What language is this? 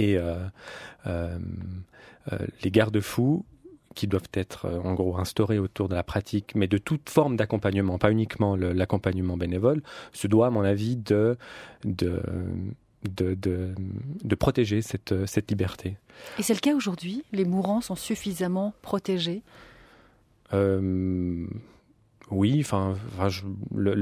French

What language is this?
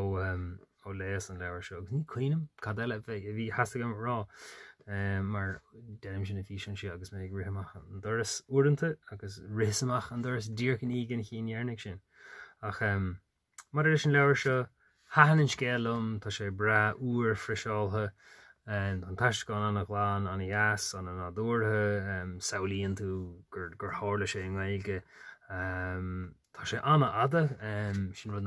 Irish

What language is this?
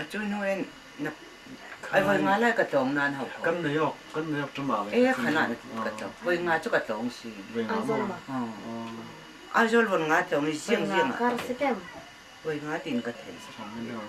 Hakha Chin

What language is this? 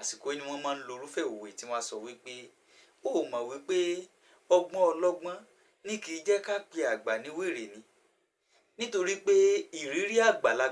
Yoruba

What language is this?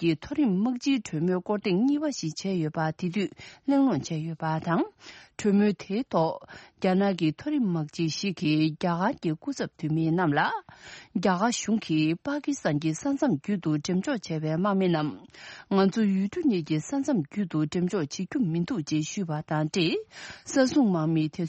Tibetan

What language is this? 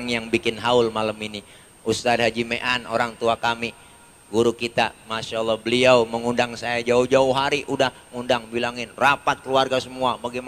Betawi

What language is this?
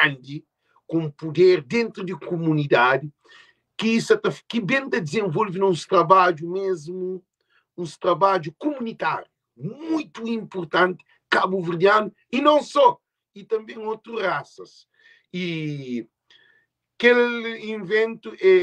Kabuverdianu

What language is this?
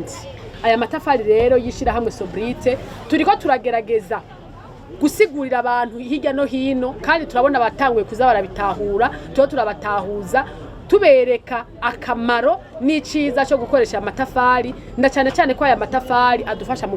Rundi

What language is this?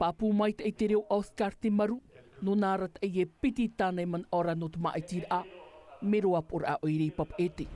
Tahitian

